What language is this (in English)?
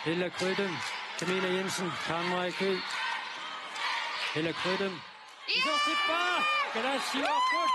Kalaallisut